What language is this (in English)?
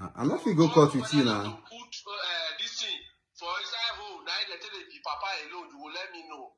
Nigerian Pidgin